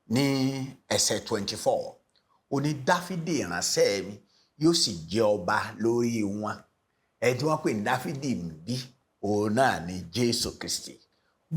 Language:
Yoruba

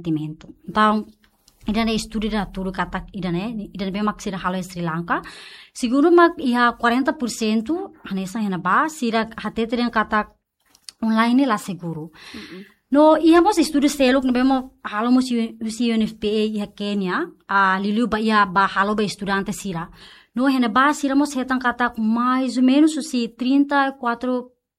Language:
Tetum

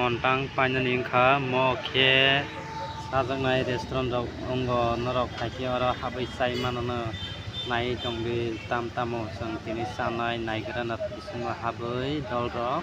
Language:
Kok Borok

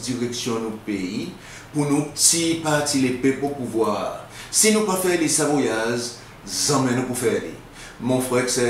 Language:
Seselwa Creole French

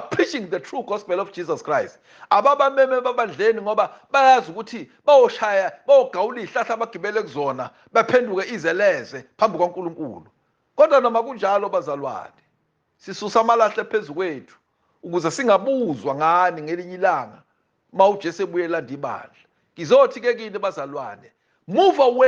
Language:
Zulu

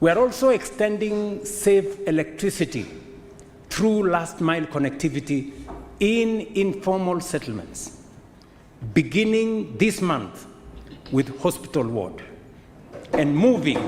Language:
Meru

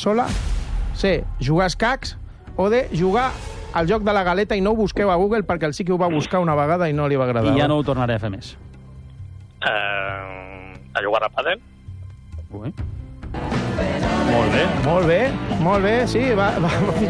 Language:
Catalan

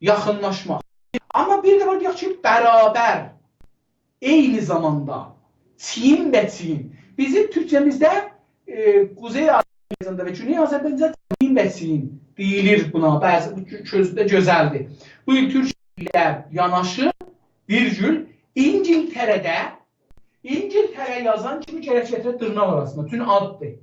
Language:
South Azerbaijani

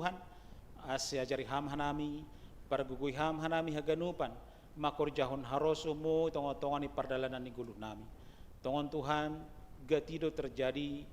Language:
Batak Simalungun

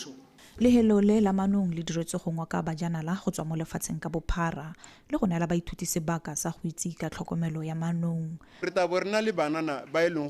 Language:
Tswana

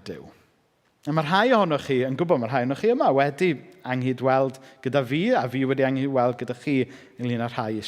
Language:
Welsh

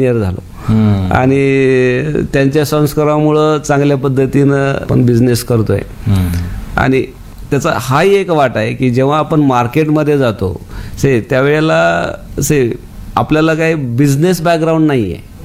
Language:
Marathi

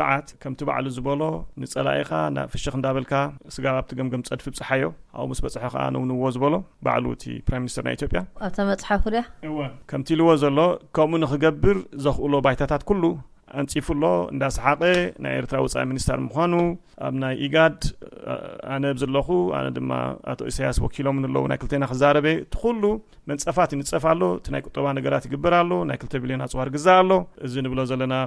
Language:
Tigrinya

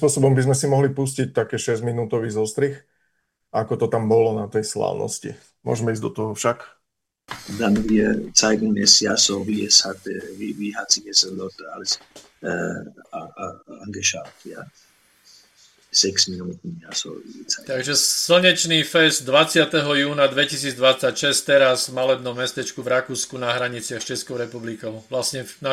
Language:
Slovak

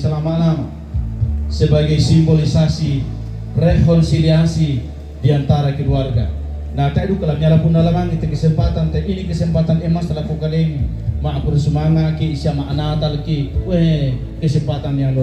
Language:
Toraja-Sa'dan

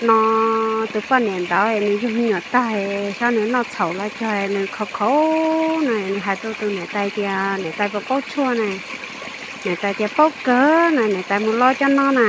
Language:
Hmong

